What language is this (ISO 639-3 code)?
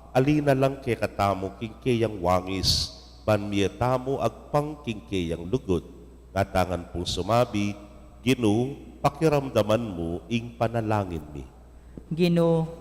pam